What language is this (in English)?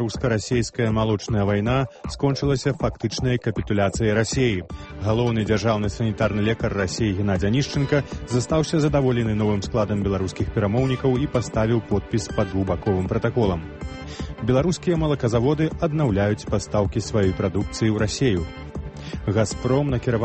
Belarusian